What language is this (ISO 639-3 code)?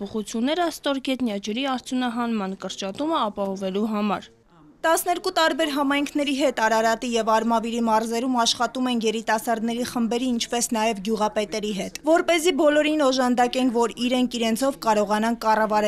hye